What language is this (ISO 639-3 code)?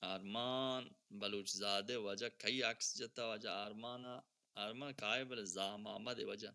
bal